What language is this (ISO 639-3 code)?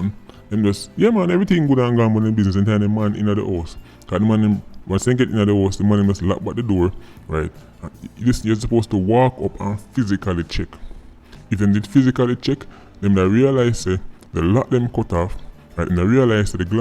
jam